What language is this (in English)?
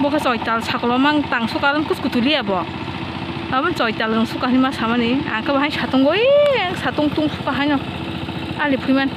Kok Borok